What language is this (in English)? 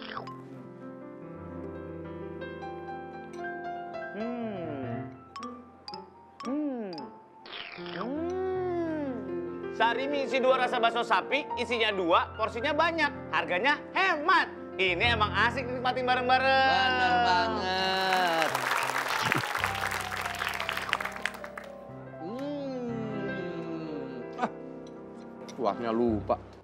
Indonesian